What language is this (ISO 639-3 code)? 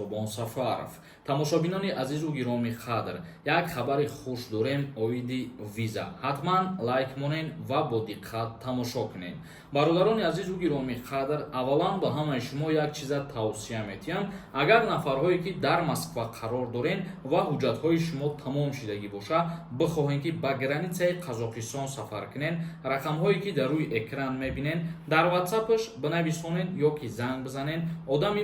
tgk